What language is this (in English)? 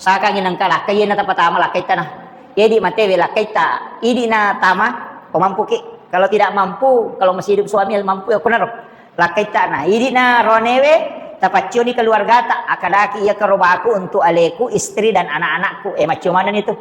Buginese